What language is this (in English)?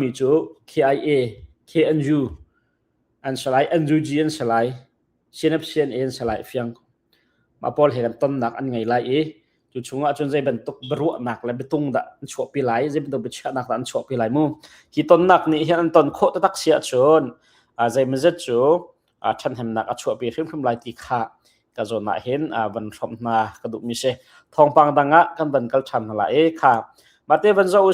Hakha Chin